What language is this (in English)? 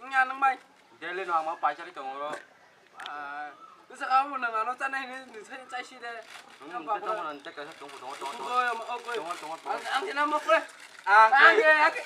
Kok Borok